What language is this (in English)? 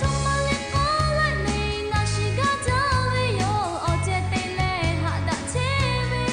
Lahu